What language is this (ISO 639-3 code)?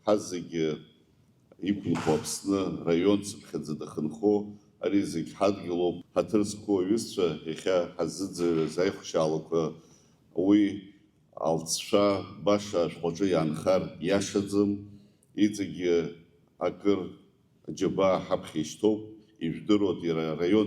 abk